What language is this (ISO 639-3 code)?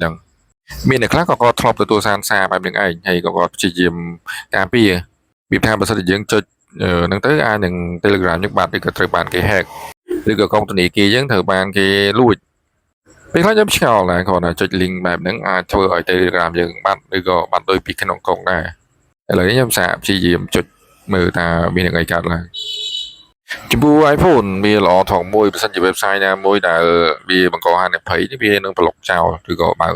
khm